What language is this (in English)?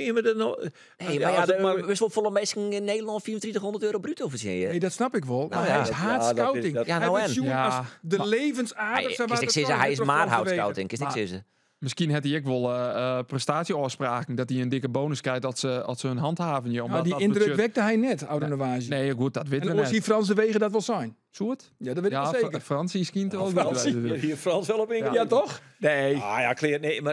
Western Frisian